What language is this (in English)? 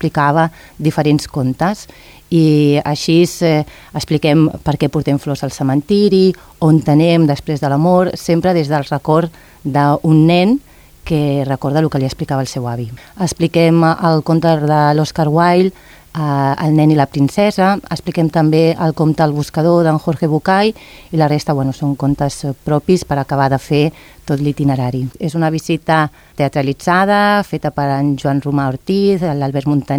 Catalan